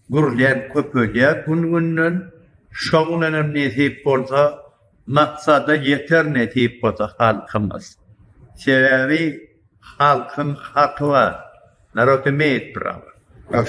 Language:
Turkmen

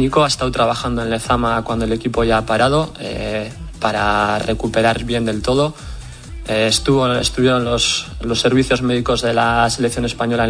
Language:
Spanish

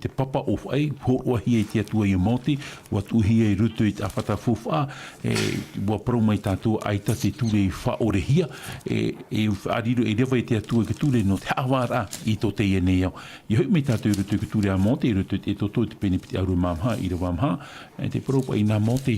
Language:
Tahitian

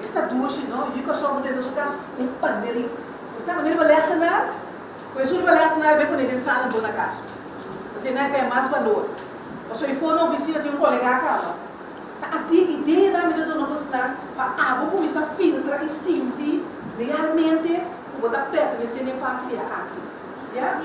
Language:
Papiamento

